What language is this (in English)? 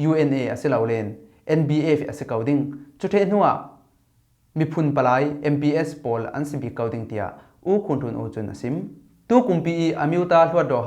Falam Chin